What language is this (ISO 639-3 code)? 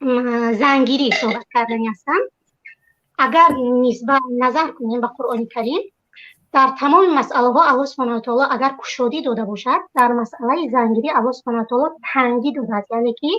tgk